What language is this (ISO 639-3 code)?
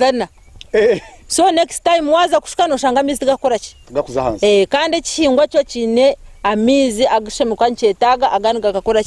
nyn